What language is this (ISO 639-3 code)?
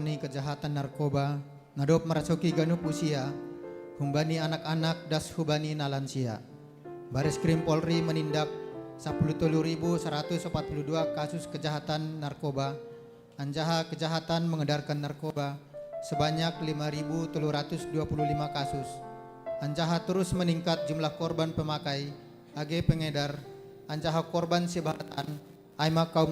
bts